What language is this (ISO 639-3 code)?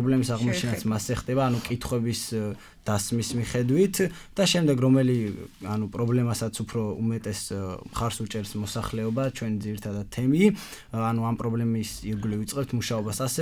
kat